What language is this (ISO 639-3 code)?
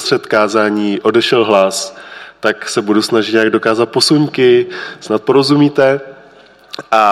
ces